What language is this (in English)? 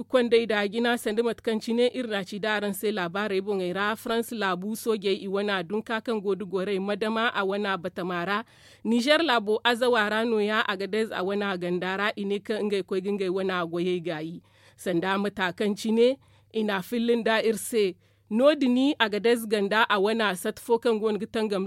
Zarma